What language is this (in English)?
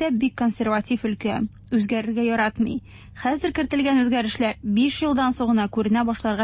Tatar